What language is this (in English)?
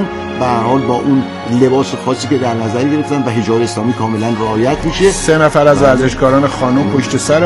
Persian